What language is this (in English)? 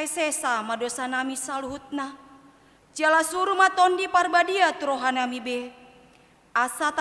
Batak Toba